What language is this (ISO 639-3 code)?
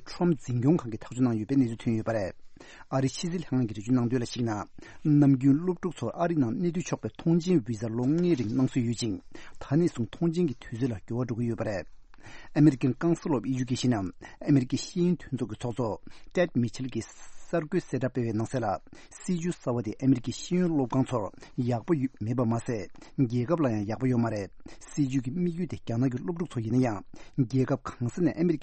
bod